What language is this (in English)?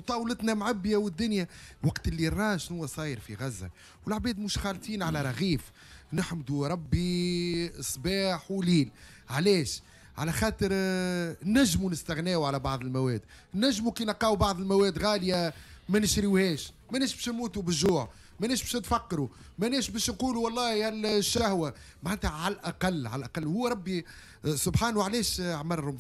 Tunisian Arabic